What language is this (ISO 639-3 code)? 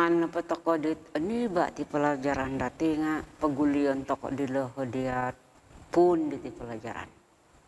dtp